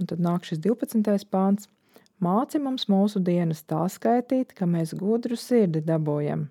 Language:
Latvian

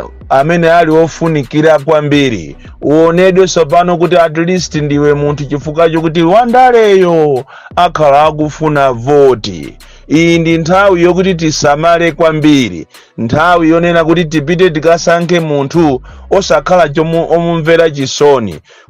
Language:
Nyanja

